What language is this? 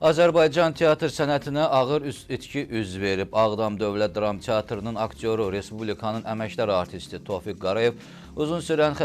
Azerbaijani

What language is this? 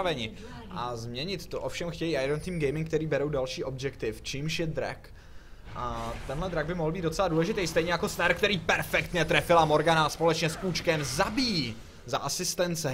Czech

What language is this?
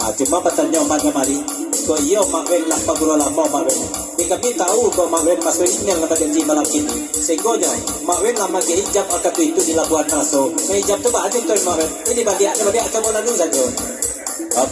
Minangkabau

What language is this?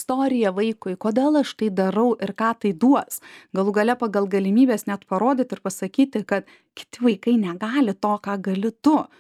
Lithuanian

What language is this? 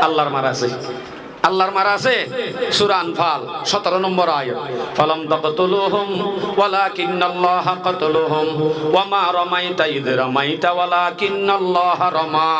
Rohingya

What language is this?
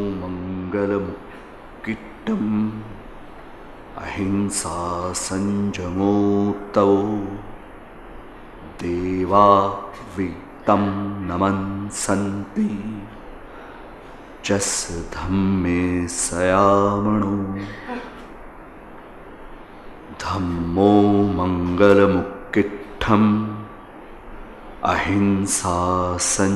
Gujarati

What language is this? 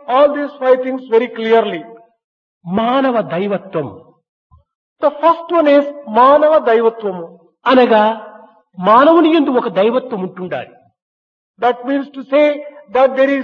Telugu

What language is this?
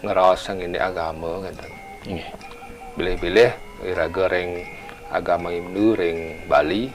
Balinese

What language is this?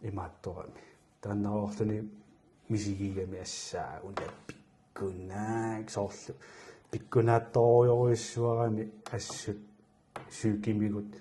Kalaallisut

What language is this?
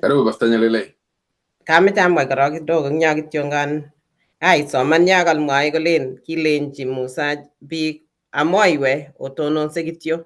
Kalenjin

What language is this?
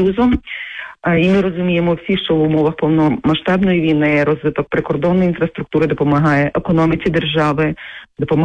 Ukrainian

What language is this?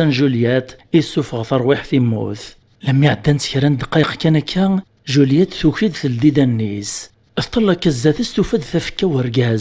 Kabyle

